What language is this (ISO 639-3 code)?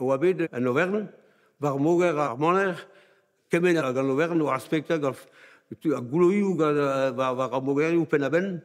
bre